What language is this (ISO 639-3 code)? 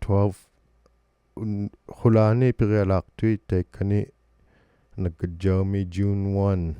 iku